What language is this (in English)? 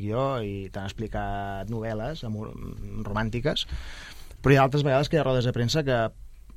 Catalan